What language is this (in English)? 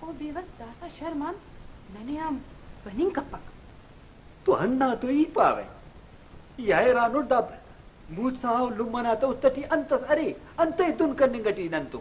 Brahui